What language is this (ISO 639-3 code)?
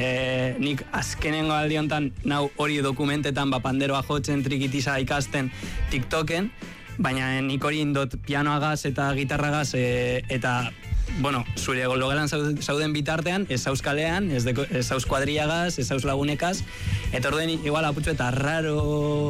eus